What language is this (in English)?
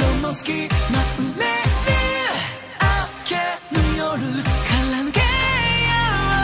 Japanese